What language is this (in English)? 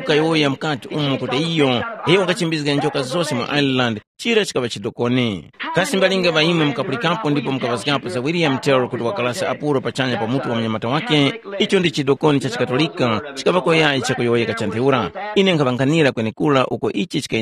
Tumbuka